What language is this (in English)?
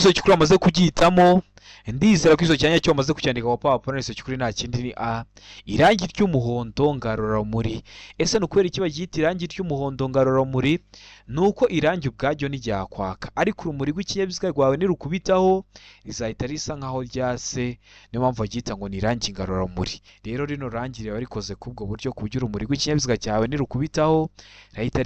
Kinyarwanda